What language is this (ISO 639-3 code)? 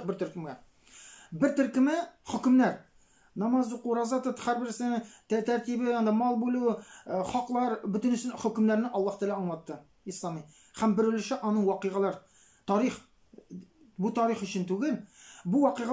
tat